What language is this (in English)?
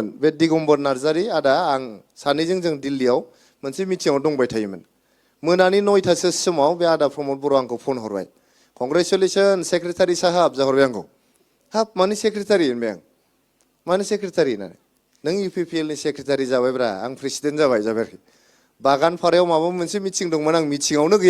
Bodo